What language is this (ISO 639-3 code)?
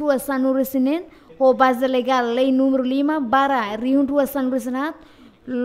tet